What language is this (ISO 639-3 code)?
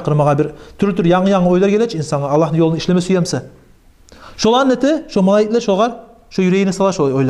kum